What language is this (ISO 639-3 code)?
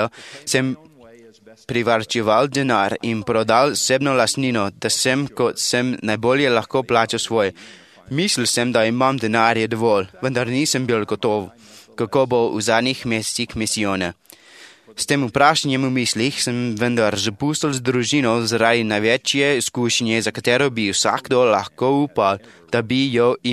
slv